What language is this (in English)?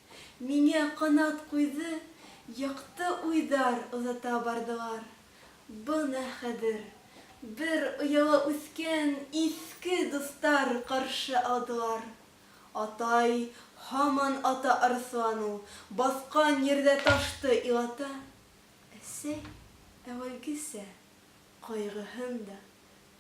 Bashkir